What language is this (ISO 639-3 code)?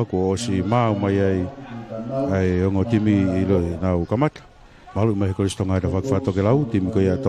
ton